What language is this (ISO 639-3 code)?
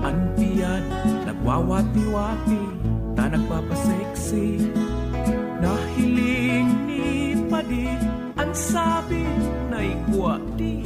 bik